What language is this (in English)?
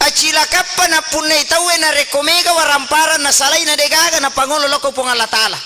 Buginese